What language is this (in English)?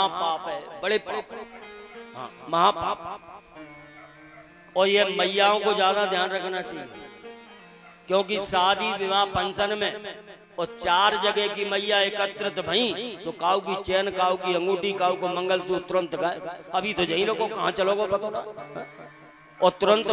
Hindi